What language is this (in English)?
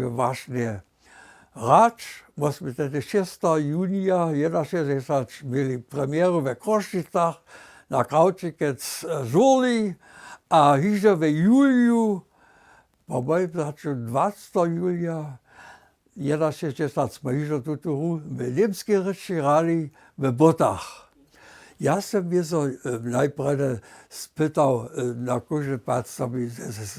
Upper Sorbian